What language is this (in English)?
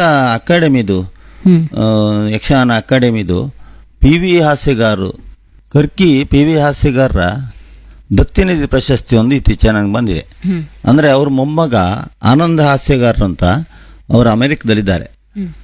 Kannada